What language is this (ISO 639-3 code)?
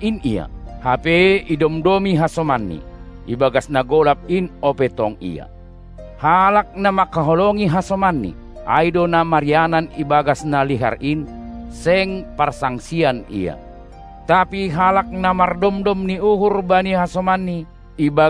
bts